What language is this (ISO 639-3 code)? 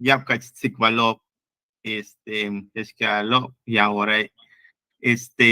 yua